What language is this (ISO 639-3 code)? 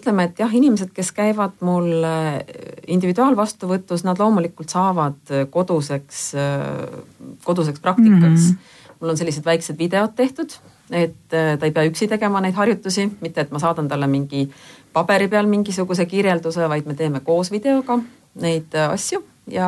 est